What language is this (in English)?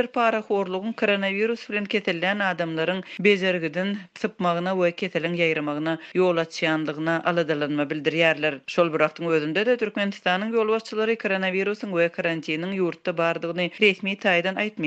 Turkmen